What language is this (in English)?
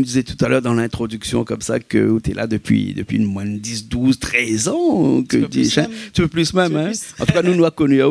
Réunion Creole French